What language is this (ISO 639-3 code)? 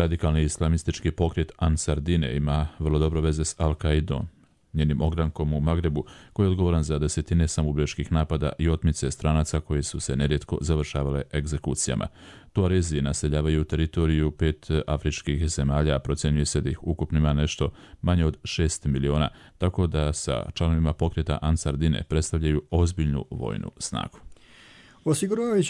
hrv